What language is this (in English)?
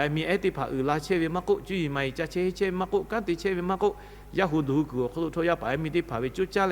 Lahu